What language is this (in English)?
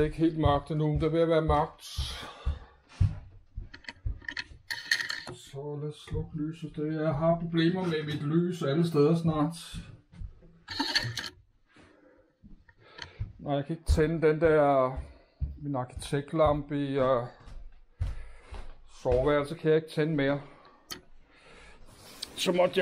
Danish